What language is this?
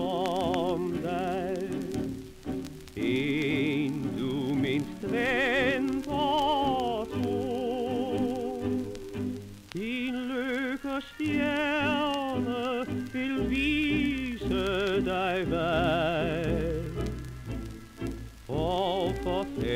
Danish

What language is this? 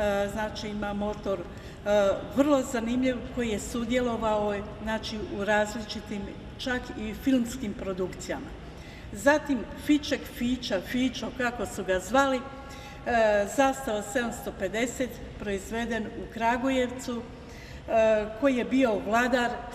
Croatian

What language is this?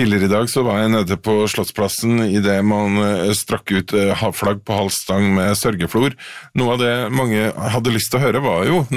Norwegian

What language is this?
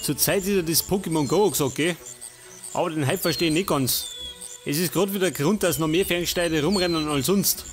Bavarian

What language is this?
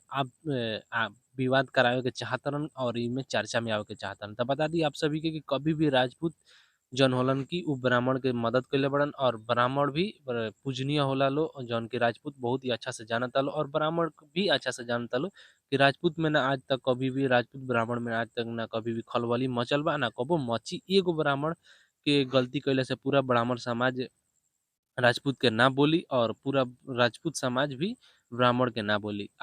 Bhojpuri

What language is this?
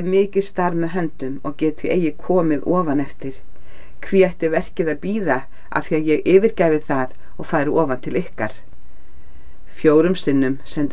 Icelandic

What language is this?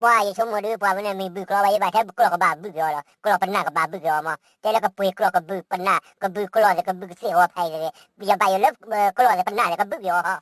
S'gaw Karen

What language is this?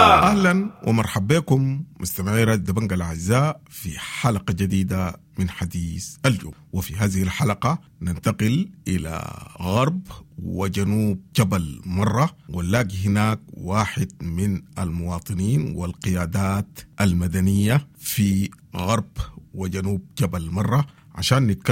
Sudanese Arabic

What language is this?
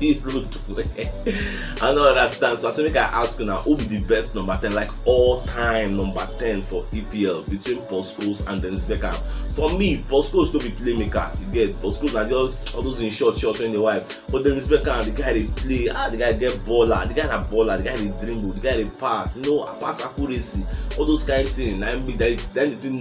Nigerian Pidgin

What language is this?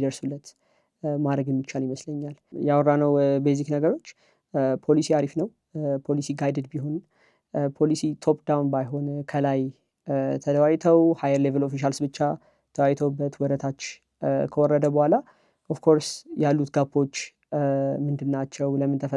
Amharic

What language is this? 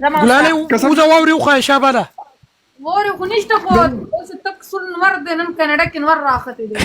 Pashto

